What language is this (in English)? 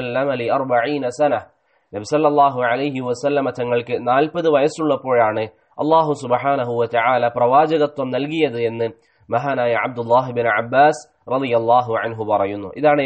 Malayalam